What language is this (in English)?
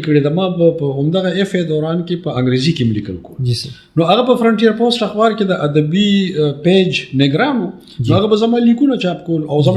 Pashto